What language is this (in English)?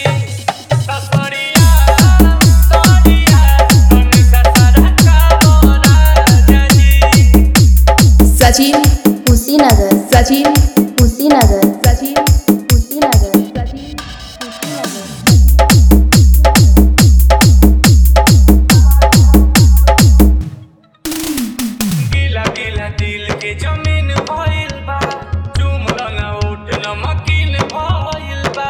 Bhojpuri